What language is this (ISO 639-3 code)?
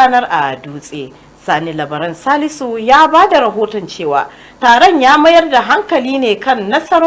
hau